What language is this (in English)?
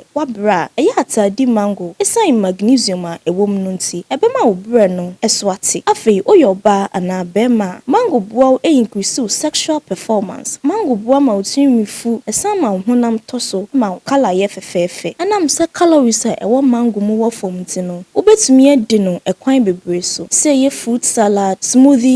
Akan